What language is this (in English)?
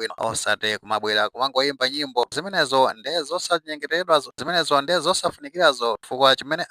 Nyanja